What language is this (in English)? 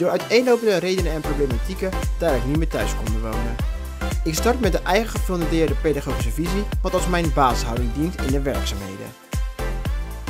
Dutch